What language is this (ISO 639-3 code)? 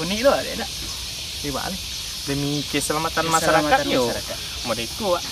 min